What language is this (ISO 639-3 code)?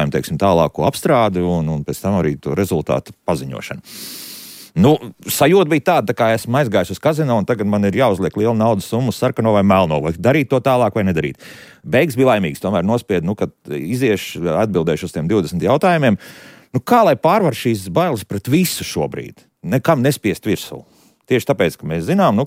lav